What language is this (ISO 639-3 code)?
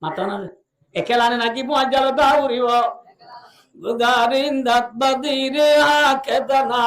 rhg